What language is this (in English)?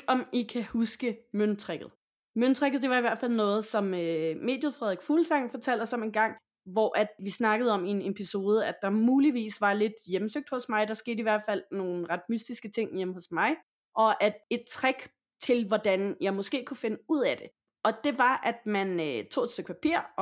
Danish